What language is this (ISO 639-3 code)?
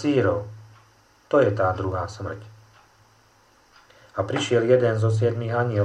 slk